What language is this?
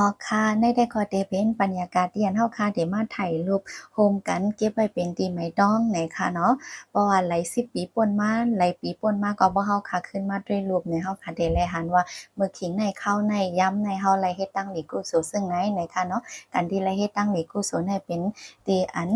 Shan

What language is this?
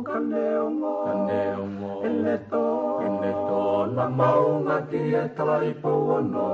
Tongan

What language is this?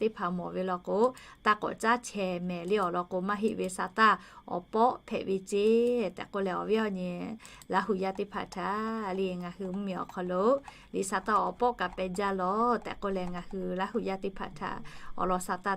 Lahu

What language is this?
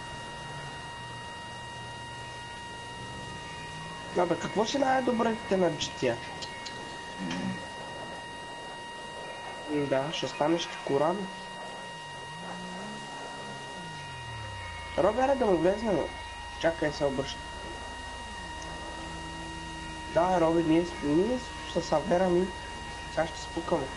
Bulgarian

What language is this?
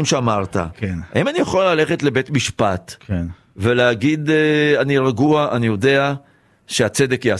Hebrew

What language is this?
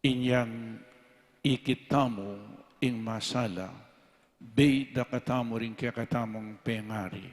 Pampanga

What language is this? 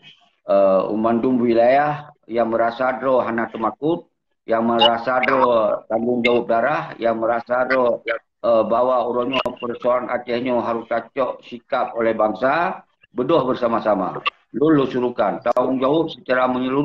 Achinese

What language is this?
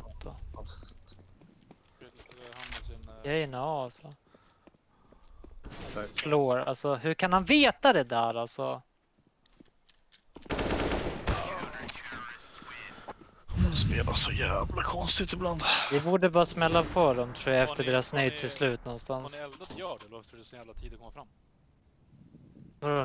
Swedish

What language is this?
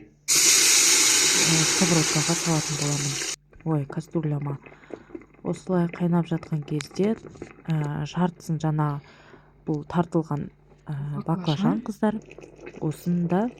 Kazakh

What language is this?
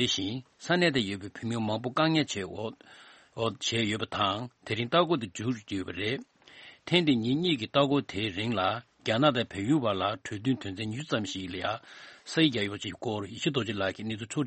Tibetan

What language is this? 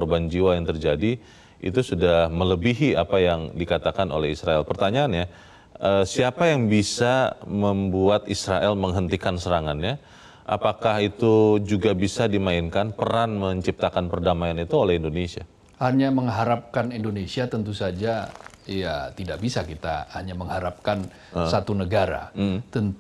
Indonesian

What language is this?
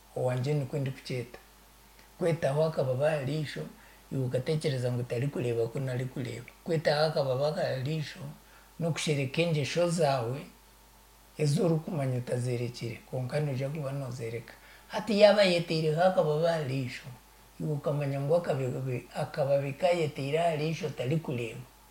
Nyankole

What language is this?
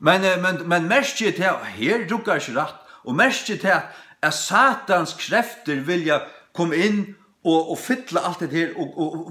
Faroese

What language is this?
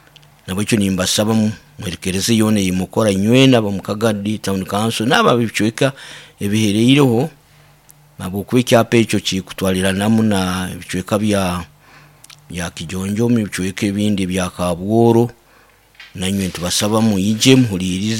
Nyoro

